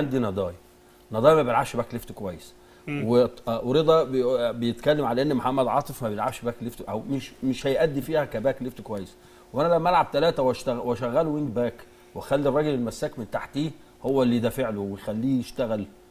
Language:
Egyptian Arabic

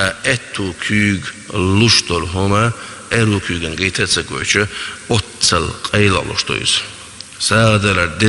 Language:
Chechen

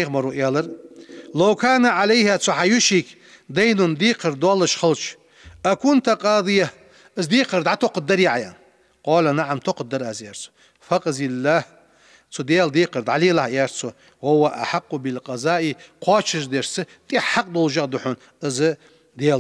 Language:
Ingush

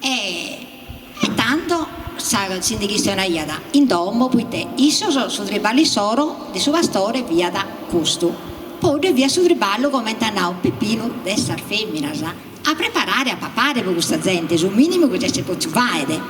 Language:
Sardinian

